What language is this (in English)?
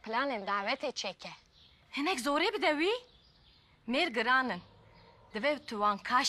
Kurdish